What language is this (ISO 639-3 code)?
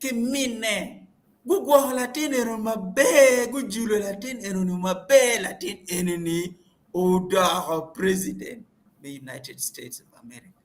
ach